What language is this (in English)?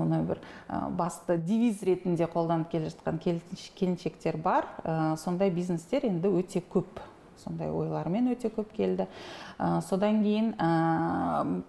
Kazakh